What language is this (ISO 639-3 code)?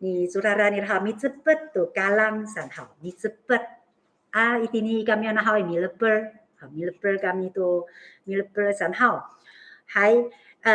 ami